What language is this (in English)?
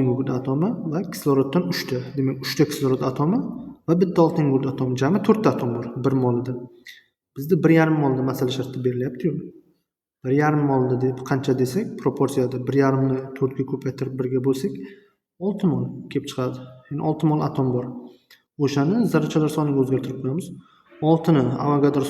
Uzbek